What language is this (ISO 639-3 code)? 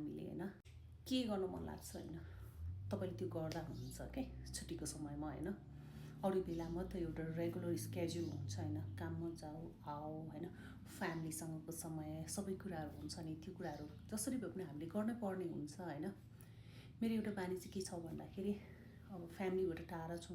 nep